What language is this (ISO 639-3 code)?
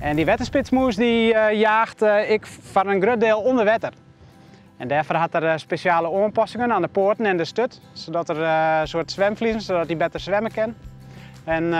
fry